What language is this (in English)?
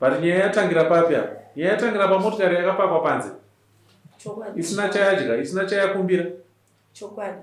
Shona